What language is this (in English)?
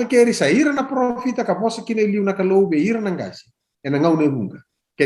Fijian